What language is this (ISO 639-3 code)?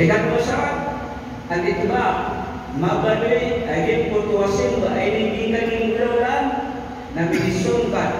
mrw